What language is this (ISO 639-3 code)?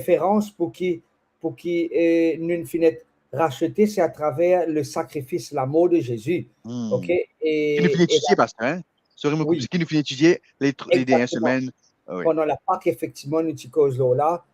mfe